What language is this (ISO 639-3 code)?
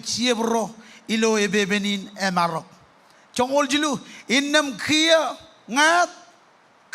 mah